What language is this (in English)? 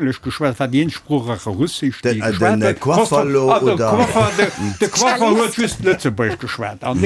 Luxembourgish